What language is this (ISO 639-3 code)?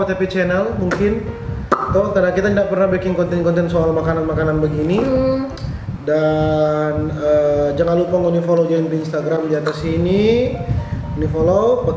xmm